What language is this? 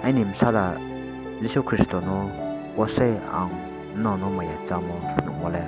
Riang (India)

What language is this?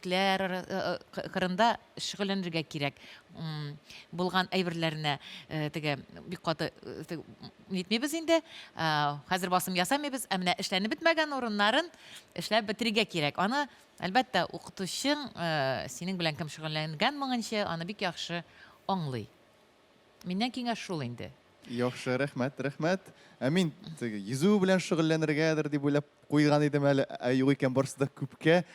Tatar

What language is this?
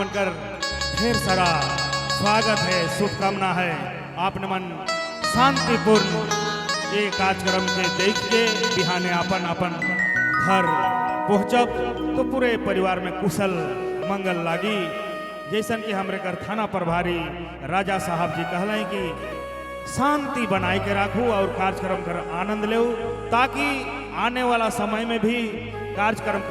Sadri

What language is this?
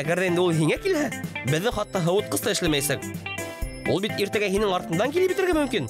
Bashkir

